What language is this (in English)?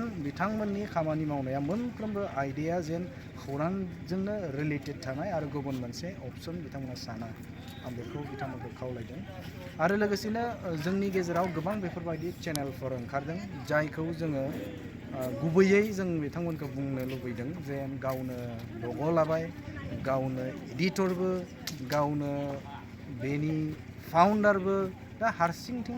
Bodo